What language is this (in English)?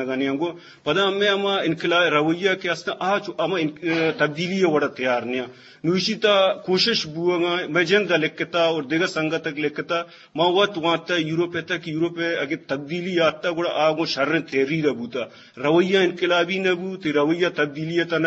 Eastern Balochi